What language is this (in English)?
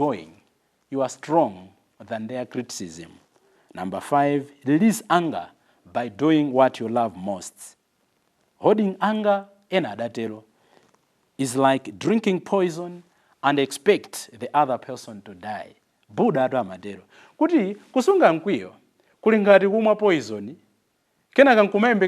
Nyanja